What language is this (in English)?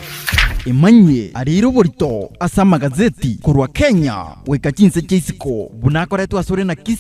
Gusii